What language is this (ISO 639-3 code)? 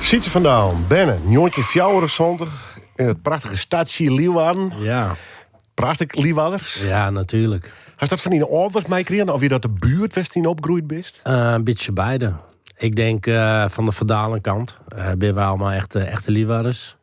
fry